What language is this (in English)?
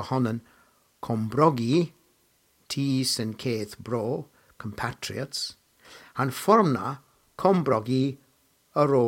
Cornish